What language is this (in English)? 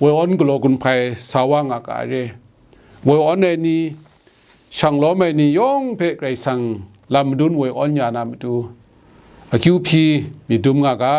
Kachin